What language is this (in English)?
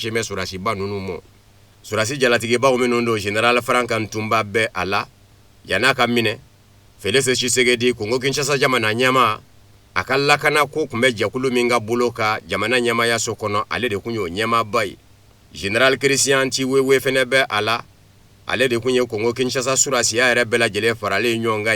Bambara